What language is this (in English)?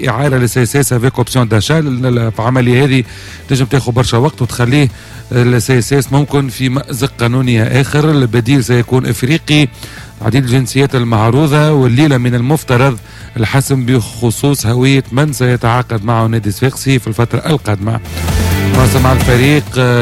Tunisian Arabic